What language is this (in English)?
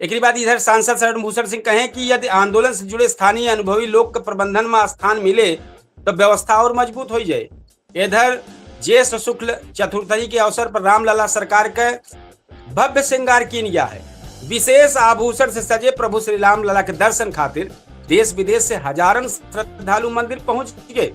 Awadhi